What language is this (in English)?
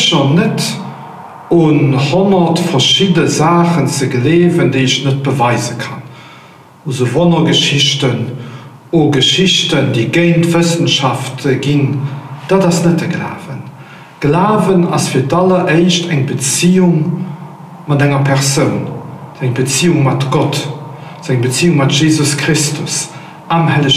Luxembourgish